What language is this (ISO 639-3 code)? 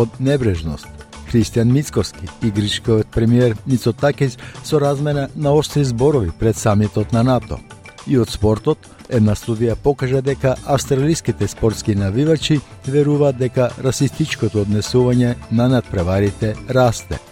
mkd